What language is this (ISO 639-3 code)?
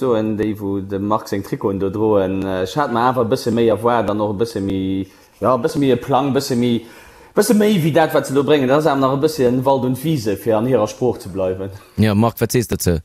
ltz